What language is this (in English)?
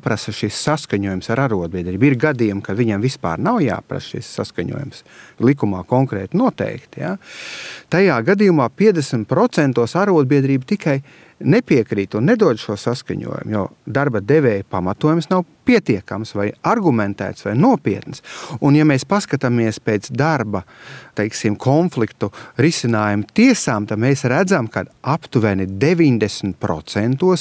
Latvian